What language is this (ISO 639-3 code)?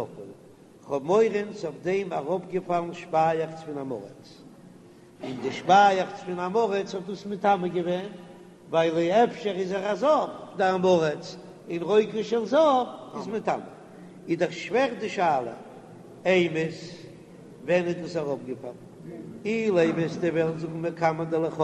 yid